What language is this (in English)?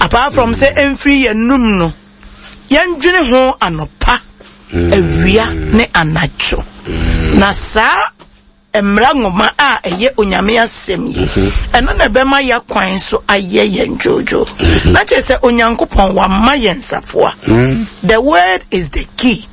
Akan